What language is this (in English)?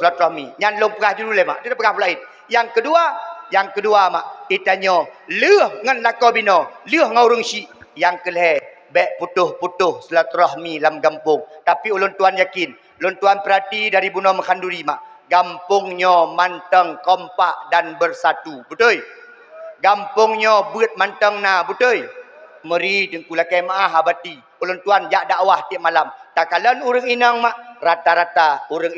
Achinese